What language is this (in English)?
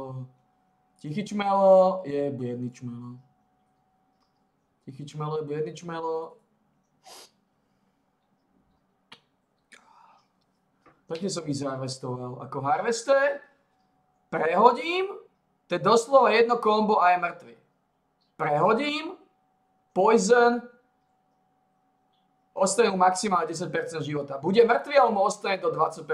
Slovak